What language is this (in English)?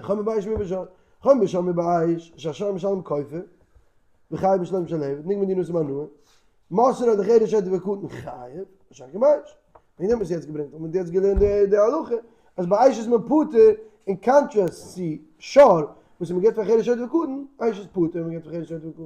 Yiddish